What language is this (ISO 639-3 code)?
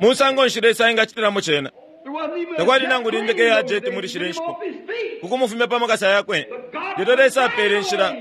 bem